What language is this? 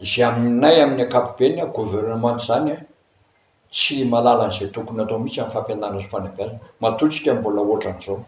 Malagasy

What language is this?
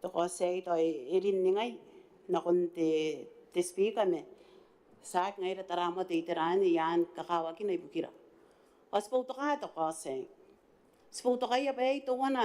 Gilbertese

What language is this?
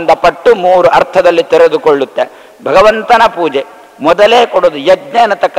Kannada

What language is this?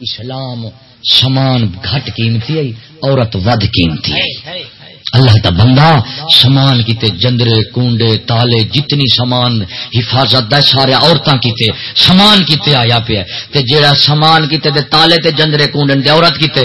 Saraiki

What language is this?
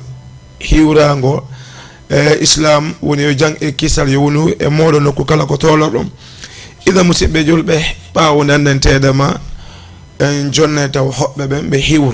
Fula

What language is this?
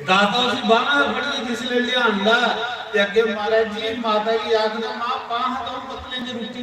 Dogri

